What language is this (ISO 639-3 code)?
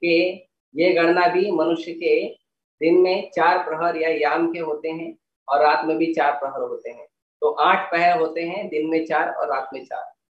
hin